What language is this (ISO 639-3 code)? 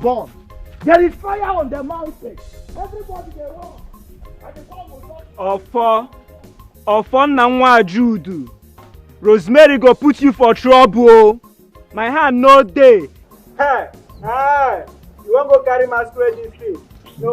pcm